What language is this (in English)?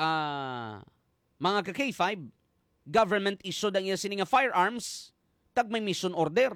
Hiligaynon